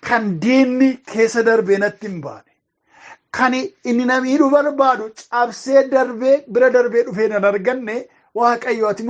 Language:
Oromo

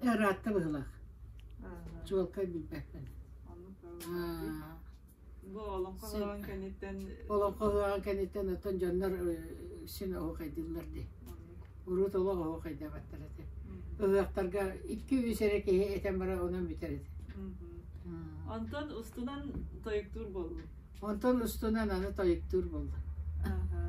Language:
Yakut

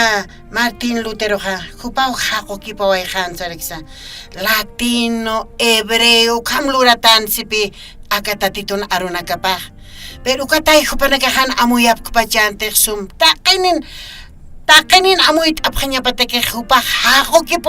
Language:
Aymara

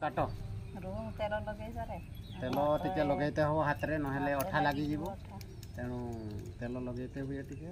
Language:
Odia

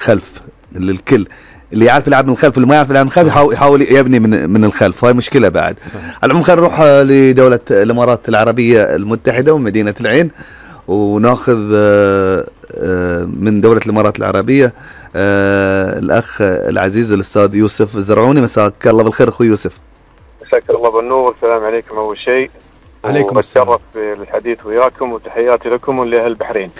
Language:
Gulf Arabic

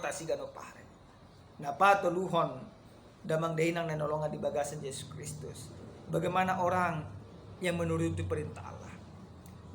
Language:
Batak Toba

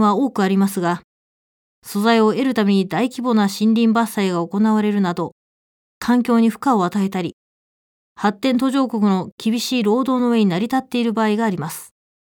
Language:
Japanese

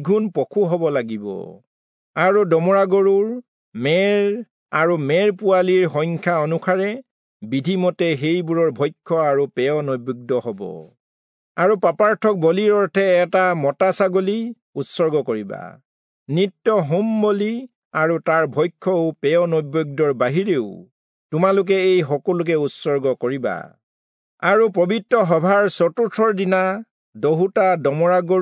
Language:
Assamese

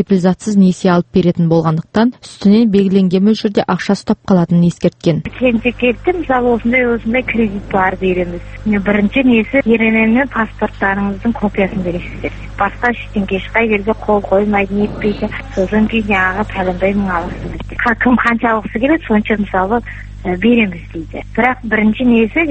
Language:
Kazakh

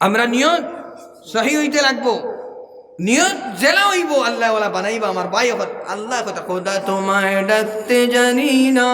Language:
Sylheti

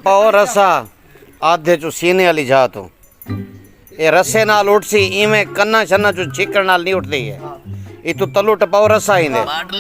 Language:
Saraiki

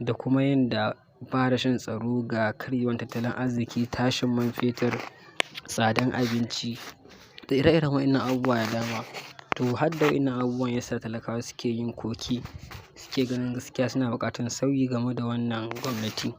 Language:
Hausa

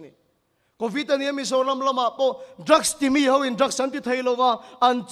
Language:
Mizo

